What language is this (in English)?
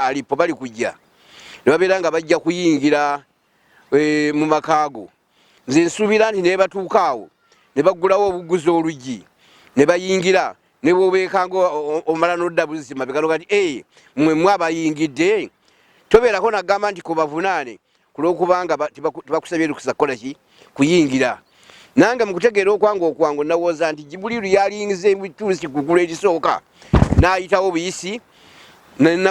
Ganda